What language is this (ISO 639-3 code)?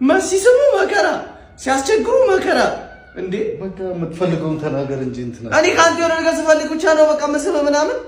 amh